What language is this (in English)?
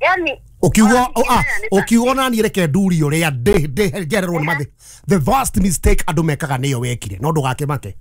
Kikuyu